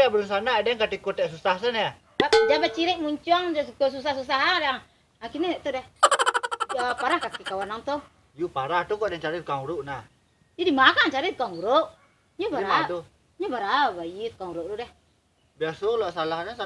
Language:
Minangkabau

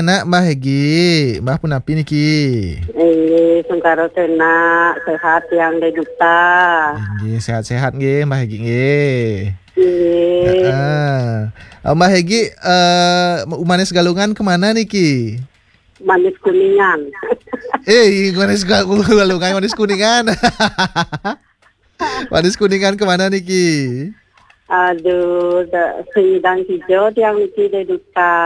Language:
Balinese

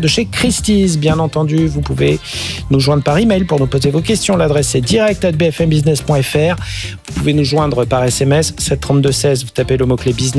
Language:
French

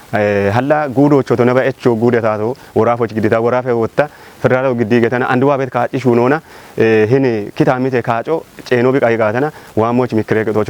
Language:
Kafa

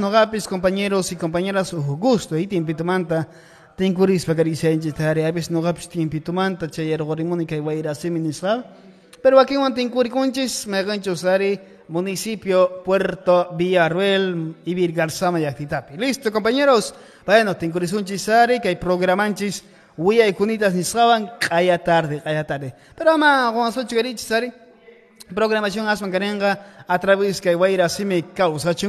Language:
Quechua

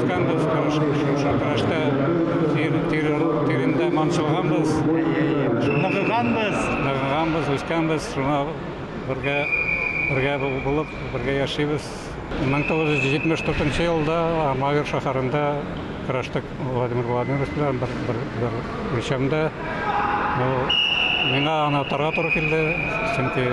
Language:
Tatar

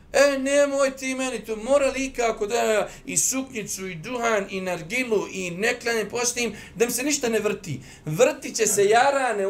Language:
Bosnian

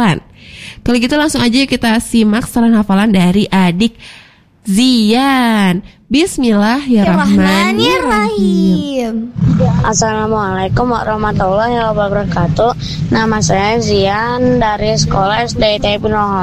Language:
Indonesian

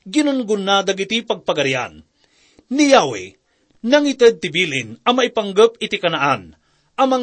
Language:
Iloko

